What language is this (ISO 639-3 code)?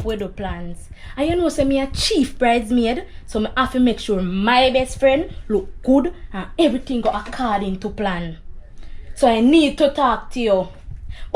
jam